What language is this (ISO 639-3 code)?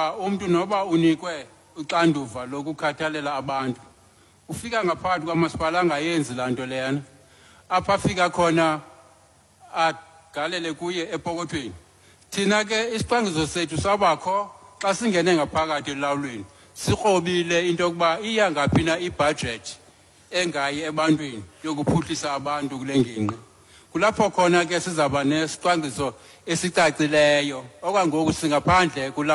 xho